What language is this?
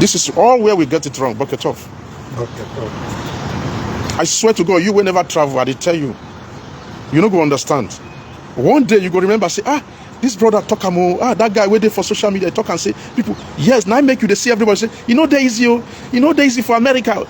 Nigerian Pidgin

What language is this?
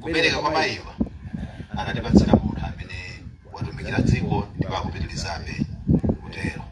Nyanja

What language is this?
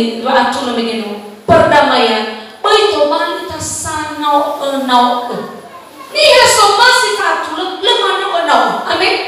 Nias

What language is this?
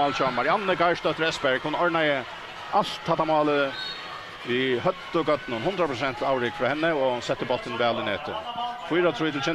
Faroese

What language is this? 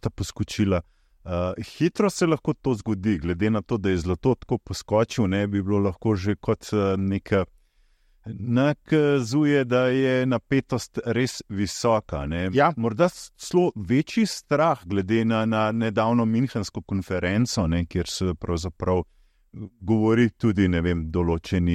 Slovenian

